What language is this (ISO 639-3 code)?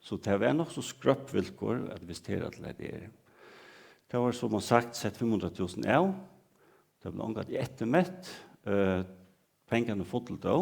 fao